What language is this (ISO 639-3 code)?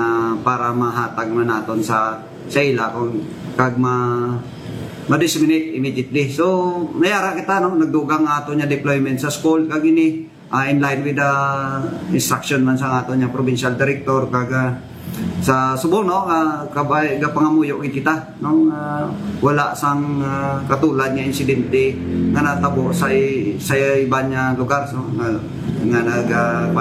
hil